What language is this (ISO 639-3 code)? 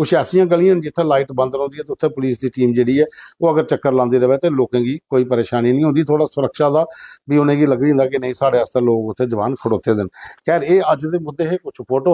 doi